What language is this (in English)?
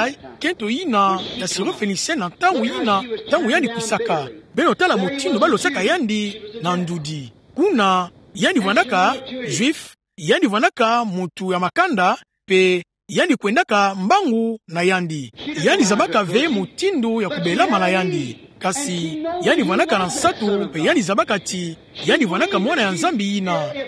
Kituba (Democratic Republic of Congo)